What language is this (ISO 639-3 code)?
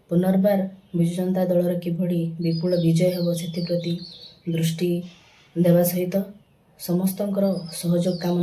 ori